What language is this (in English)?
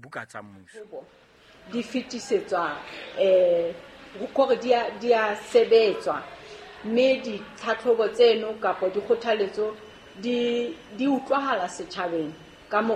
Southern Sotho